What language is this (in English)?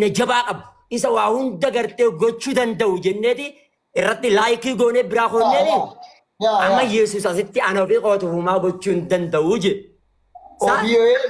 Oromo